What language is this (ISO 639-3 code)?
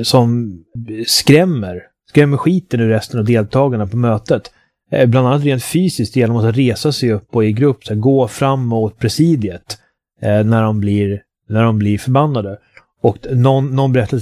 swe